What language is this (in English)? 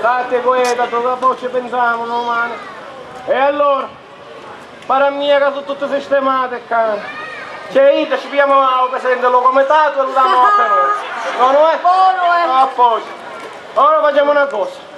Sicilian